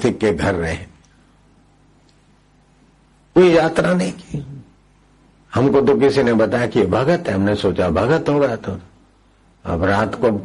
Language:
Hindi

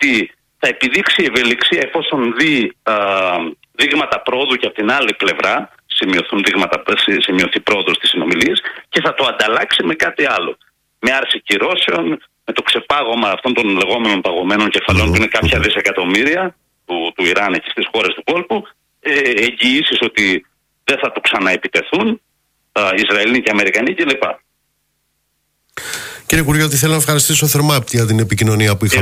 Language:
Greek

